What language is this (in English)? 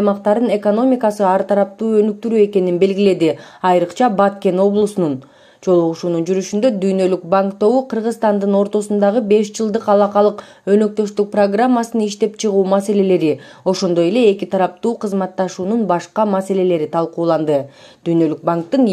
Kyrgyz